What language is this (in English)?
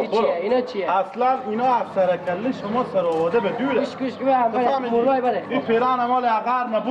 Persian